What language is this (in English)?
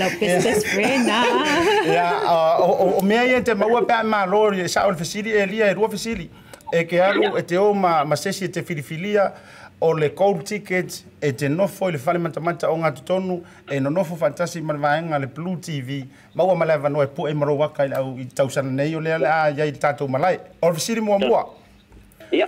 Samoan